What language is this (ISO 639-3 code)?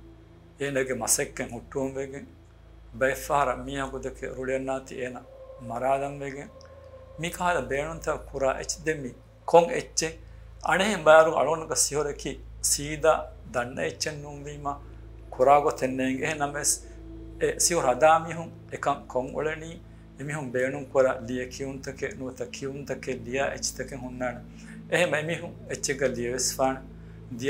div